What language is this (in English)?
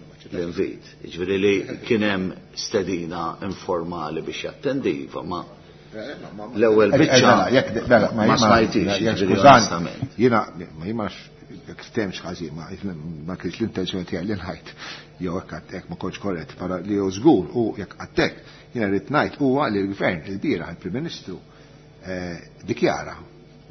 Maltese